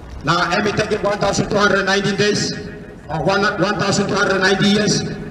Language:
Tok Pisin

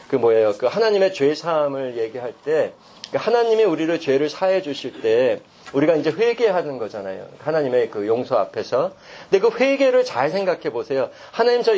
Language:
Korean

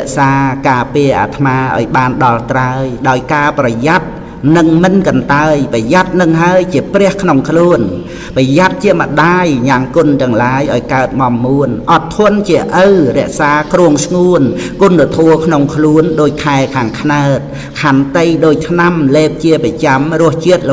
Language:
Khmer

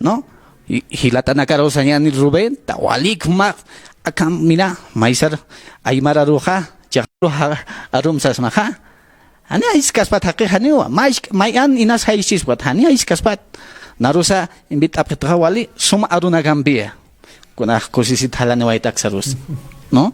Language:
Aymara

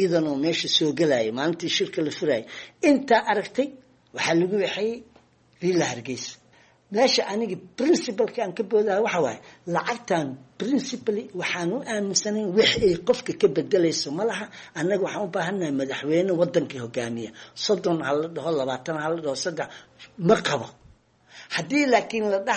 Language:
Somali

